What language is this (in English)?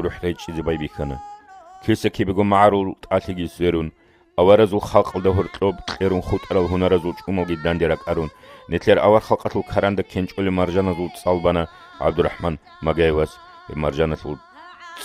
Avaric